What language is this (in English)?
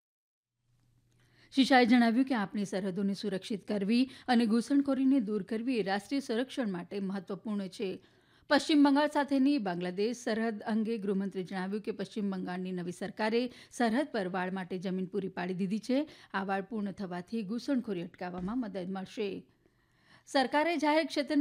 Gujarati